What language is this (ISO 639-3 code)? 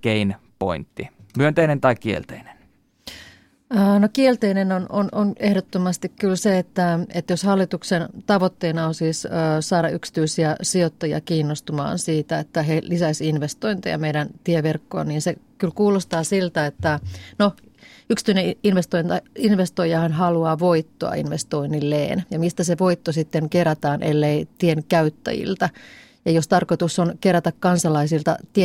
fin